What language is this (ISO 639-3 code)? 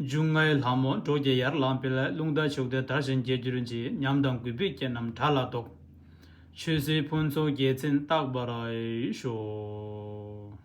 bod